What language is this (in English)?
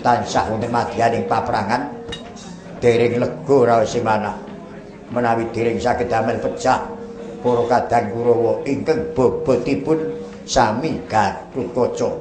Javanese